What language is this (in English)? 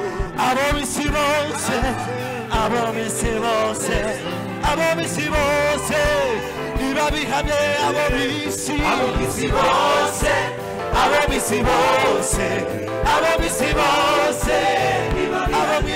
Kinyarwanda